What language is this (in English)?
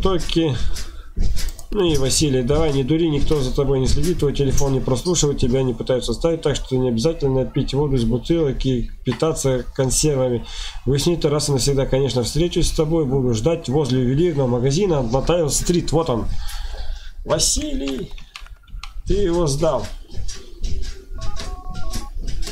Russian